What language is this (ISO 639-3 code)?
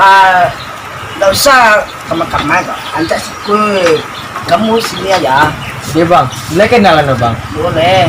min